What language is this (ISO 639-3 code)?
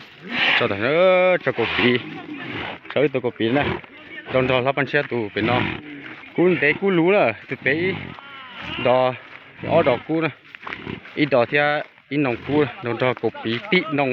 hmn